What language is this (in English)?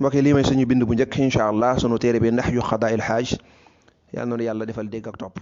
Wolof